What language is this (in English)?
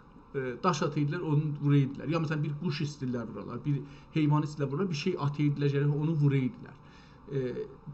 South Azerbaijani